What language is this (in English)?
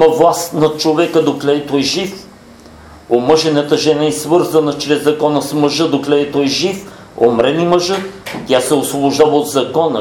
Bulgarian